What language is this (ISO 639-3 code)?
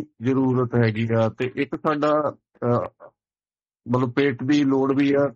pan